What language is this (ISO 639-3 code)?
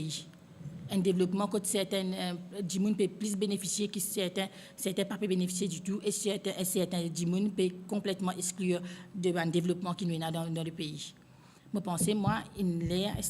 mfe